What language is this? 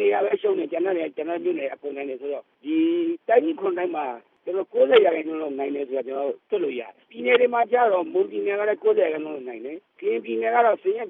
Burmese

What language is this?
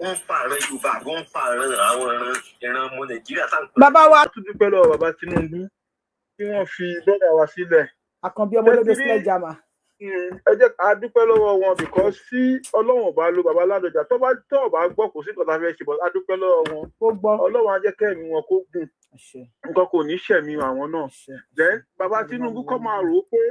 Yoruba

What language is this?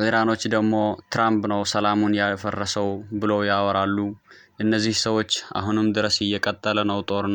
Amharic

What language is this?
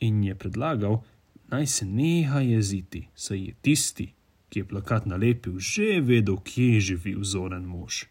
Slovenian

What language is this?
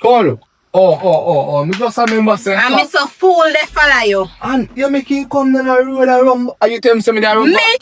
Jamaican Creole English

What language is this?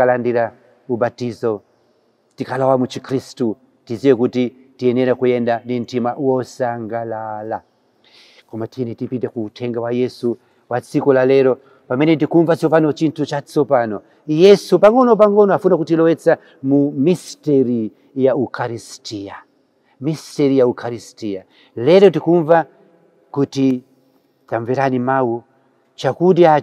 Nyanja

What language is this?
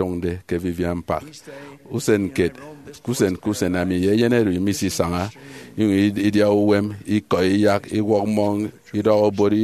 Efik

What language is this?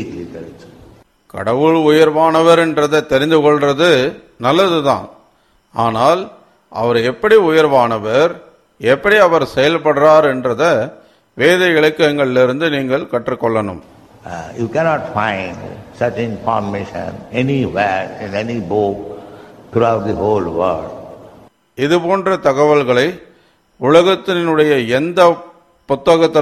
Tamil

